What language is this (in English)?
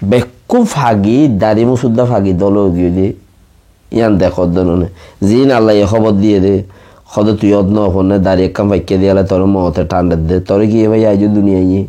Rohingya